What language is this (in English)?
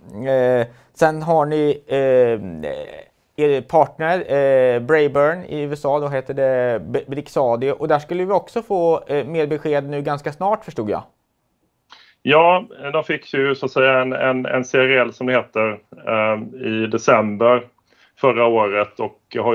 Swedish